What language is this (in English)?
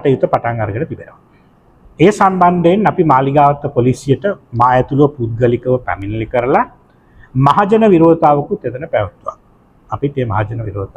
Sinhala